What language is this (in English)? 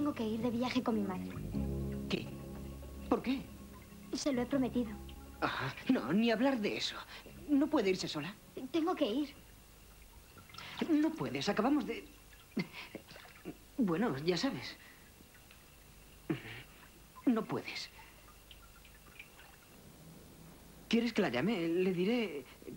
Spanish